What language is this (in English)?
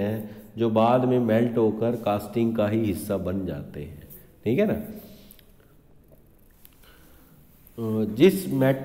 Hindi